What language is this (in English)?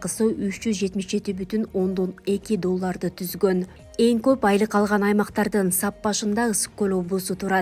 Kyrgyz